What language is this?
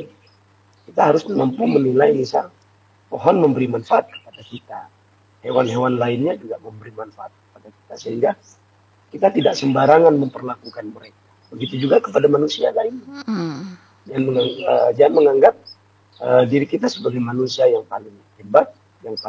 Indonesian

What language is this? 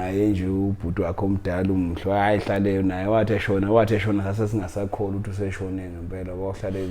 Zulu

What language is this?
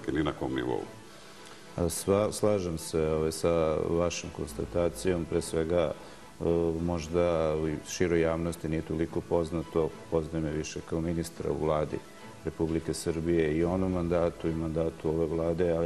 Serbian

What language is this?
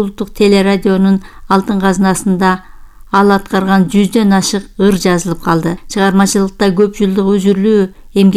Kyrgyz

